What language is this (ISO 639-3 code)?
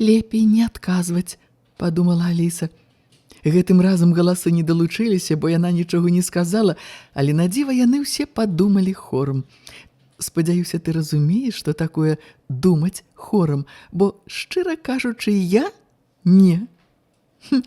bel